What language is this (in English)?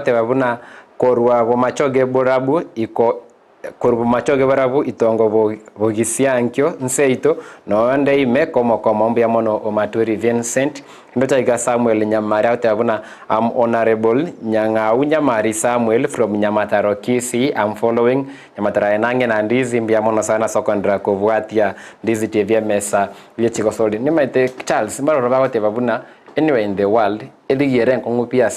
Gusii